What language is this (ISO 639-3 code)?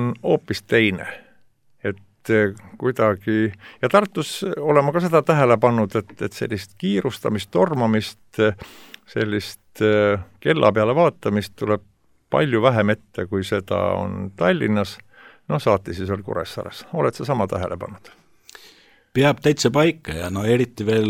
est